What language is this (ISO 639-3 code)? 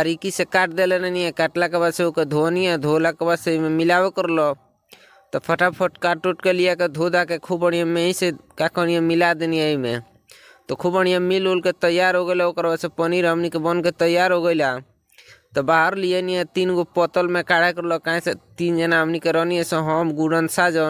bho